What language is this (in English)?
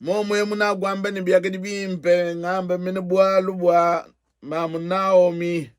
Luba-Lulua